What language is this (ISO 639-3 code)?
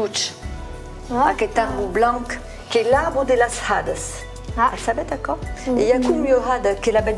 oci